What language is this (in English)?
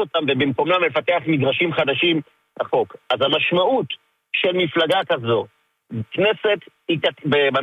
Hebrew